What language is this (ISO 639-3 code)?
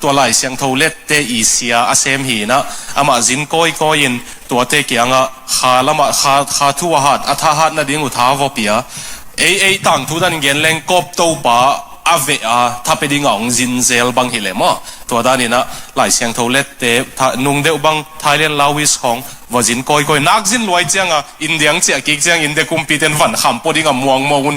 ctd